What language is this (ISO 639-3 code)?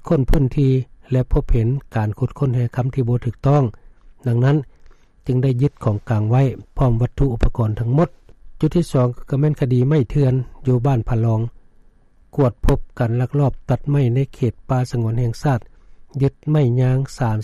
lao